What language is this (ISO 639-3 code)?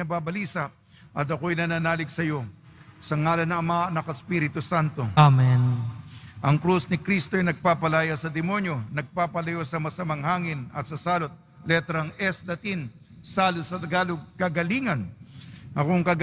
fil